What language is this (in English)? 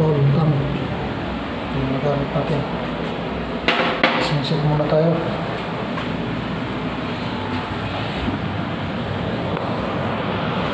Filipino